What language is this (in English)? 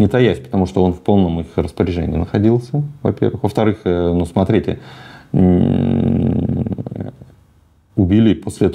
Russian